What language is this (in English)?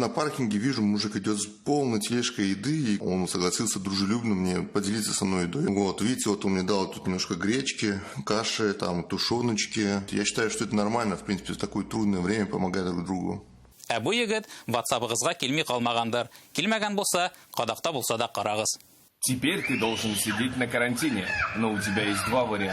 Tatar